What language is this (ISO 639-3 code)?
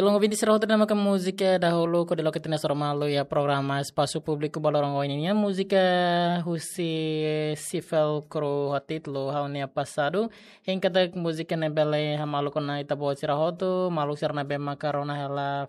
tet